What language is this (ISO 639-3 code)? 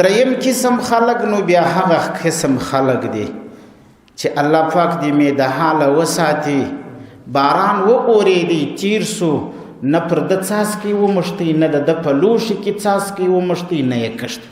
pus